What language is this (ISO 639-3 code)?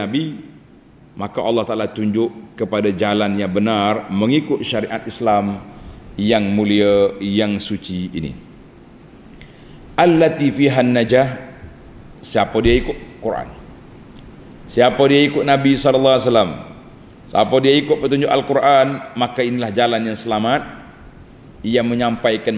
msa